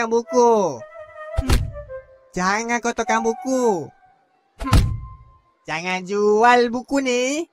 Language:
Malay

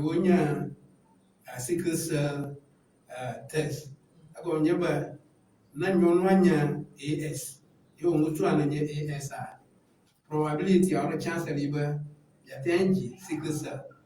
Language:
Ewe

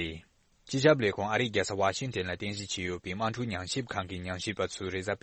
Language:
Tibetan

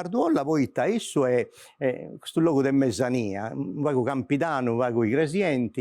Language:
Sardinian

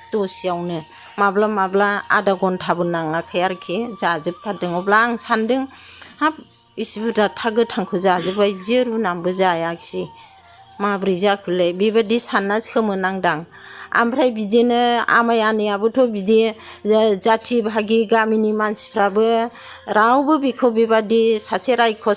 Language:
Bodo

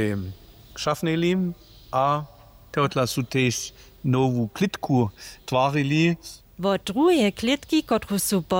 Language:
Upper Sorbian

